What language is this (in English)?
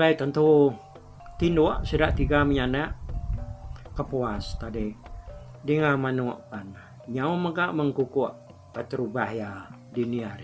Iban